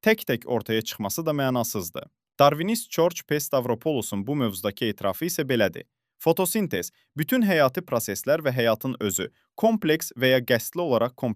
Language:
Azerbaijani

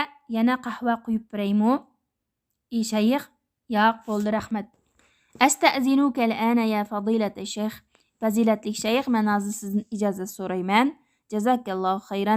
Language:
Uyghur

